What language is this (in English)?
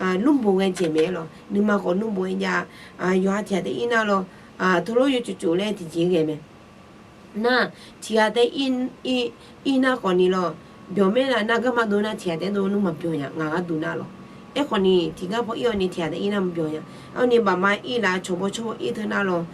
Akha